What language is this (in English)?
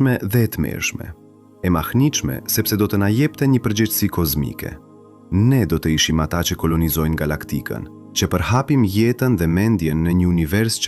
Albanian